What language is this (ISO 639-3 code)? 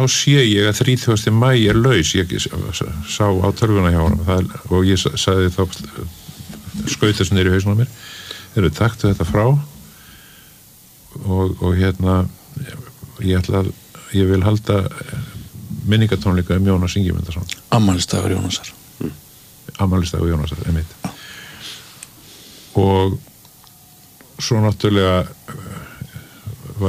isl